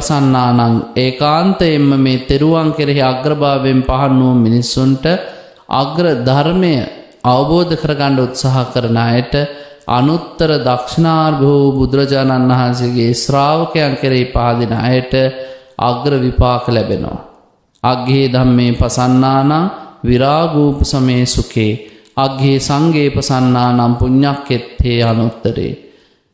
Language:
Sinhala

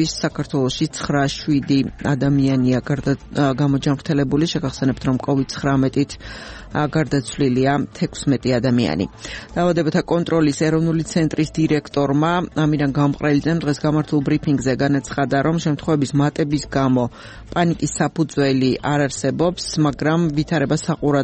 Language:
Georgian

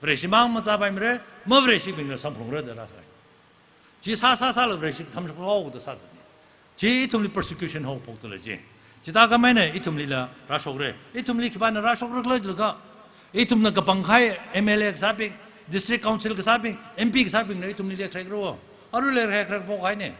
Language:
Tangkhul Naga (India)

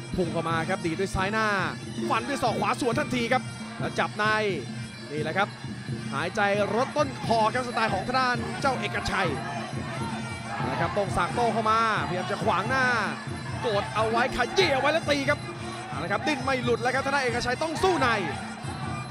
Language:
Thai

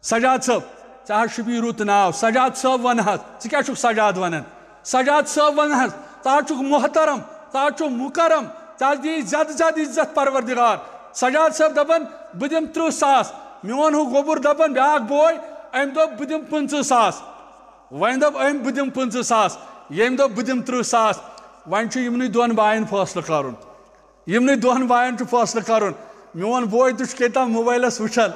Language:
Kashmiri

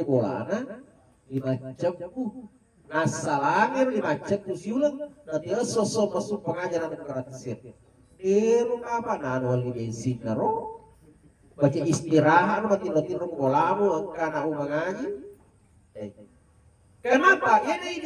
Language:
Buginese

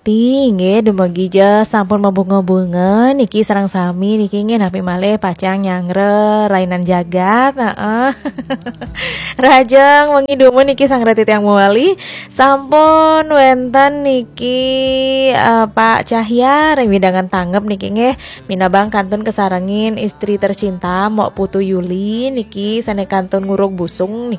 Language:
Balinese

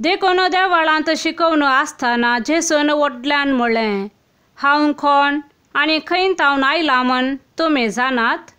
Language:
Konkani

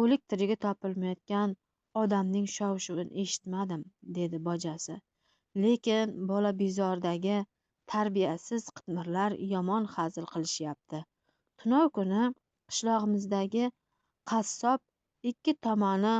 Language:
Uzbek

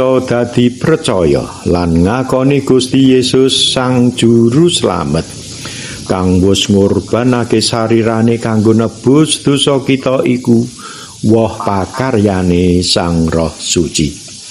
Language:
Javanese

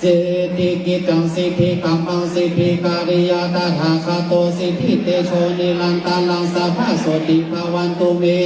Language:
Pali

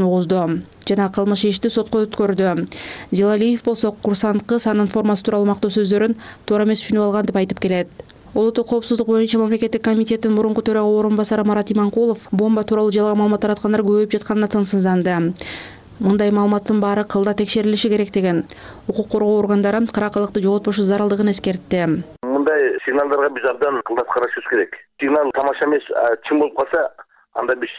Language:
Kyrgyz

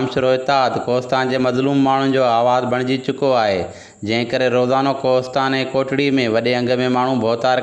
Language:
Sindhi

